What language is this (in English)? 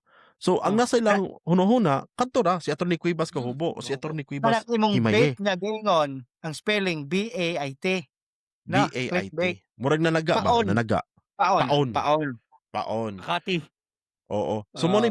Cebuano